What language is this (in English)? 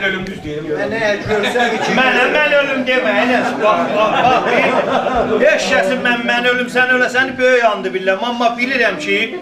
South Azerbaijani